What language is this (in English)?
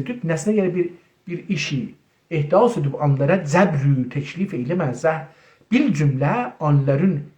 South Azerbaijani